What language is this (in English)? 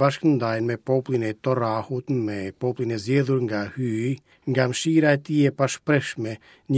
Albanian